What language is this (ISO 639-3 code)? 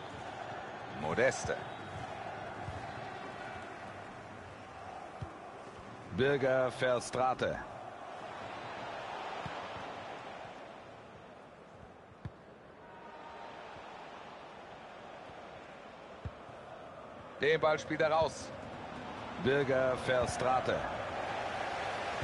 deu